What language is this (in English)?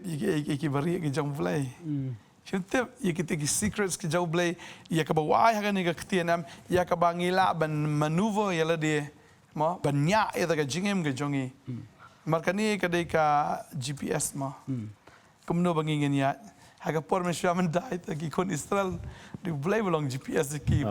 Khasi